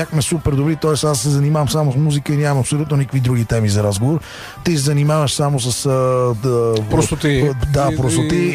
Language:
Bulgarian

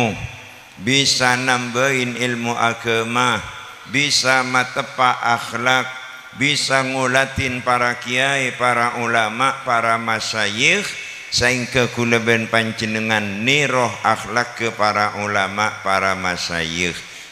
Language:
Madurese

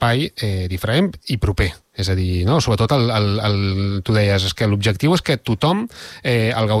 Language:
Catalan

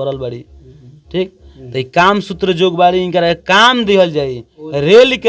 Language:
Bhojpuri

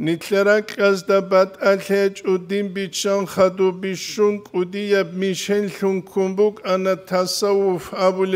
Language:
Avaric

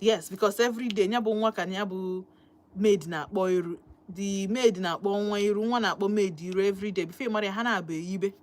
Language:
Igbo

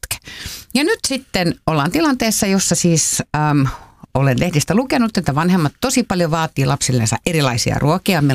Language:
Finnish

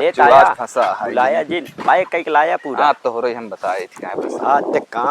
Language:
Awadhi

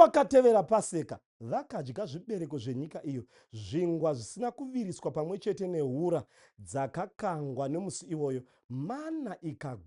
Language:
Shona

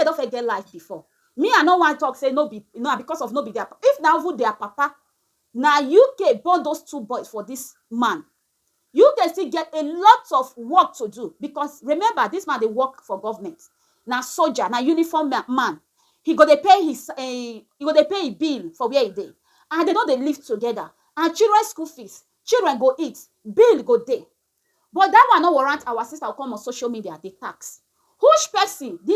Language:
Nigerian Pidgin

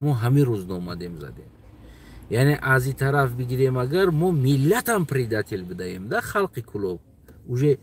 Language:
Tajik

